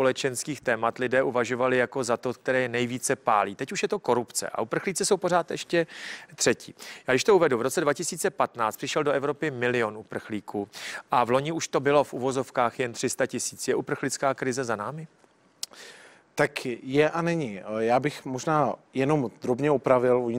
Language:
Czech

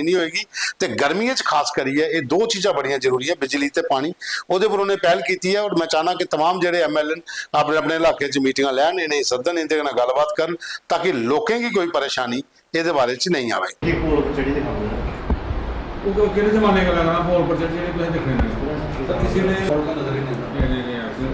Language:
Dogri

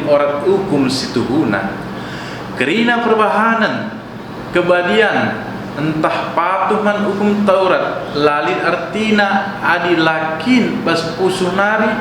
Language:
Batak Karo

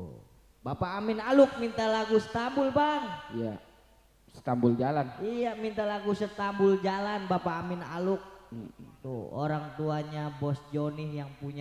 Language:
Betawi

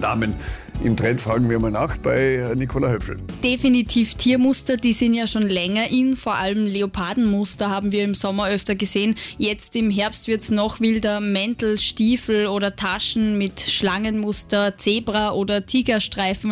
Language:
German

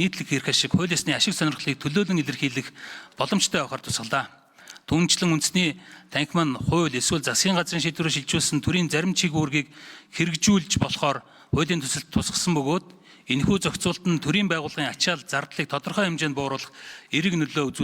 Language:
Mongolian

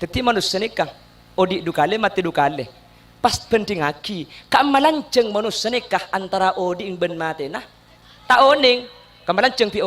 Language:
Madurese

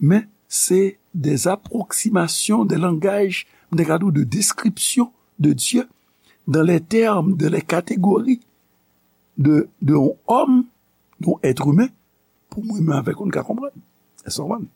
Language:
Haitian Creole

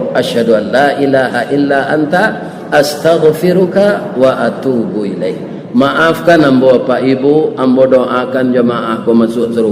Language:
Minangkabau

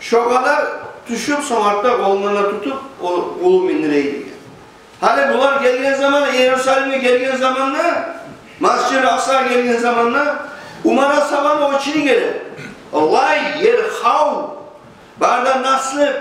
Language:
Kumyk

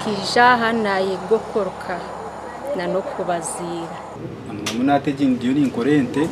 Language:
Nyankole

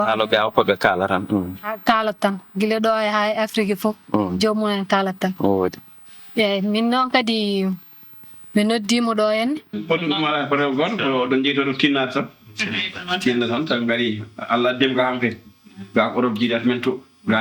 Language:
Fula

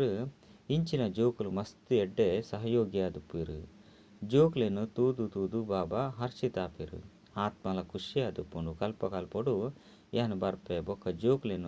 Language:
Tulu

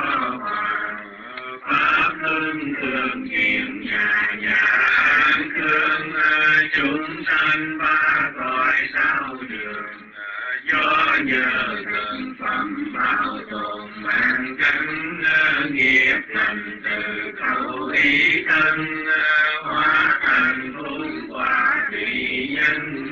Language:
Vietnamese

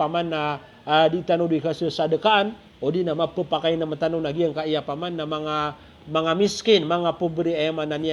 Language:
Maranao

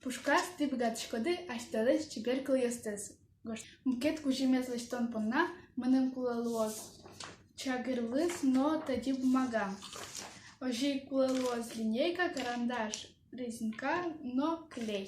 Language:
Udmurt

